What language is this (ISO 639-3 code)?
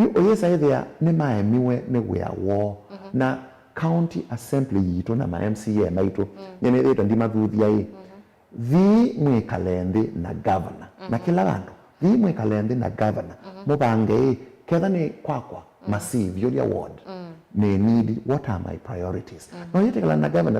kam